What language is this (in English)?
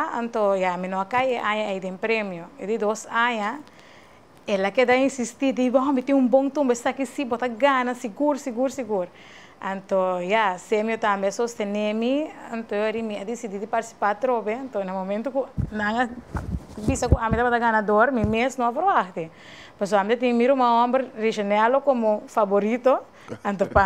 Papiamento